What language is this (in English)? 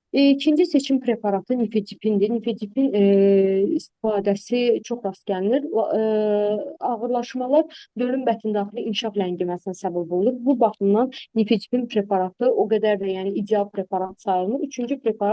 Azerbaijani